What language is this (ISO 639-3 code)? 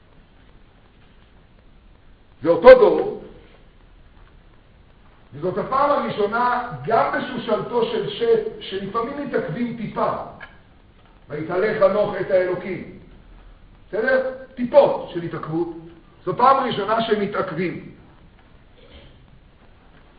heb